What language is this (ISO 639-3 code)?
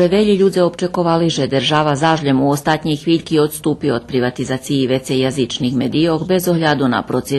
rue